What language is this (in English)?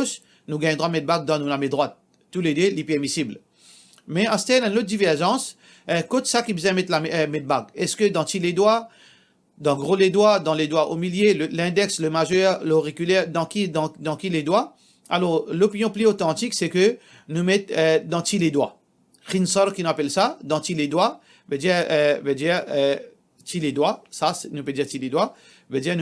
Morisyen